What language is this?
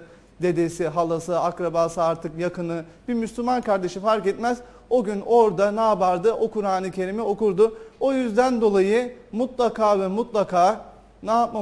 Turkish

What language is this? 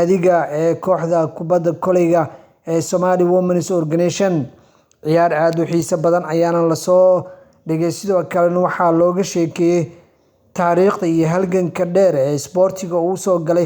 Somali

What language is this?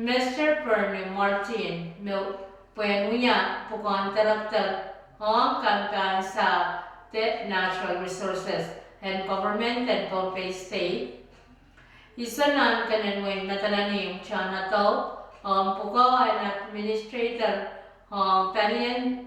Pohnpeian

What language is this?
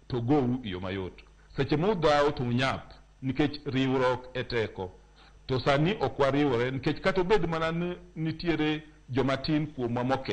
Luo (Kenya and Tanzania)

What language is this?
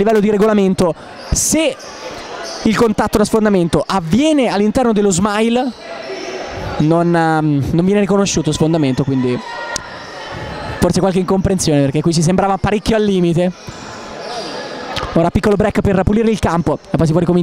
Italian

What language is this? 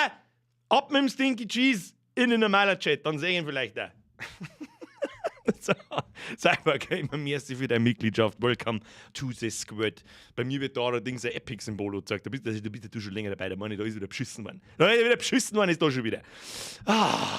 Bavarian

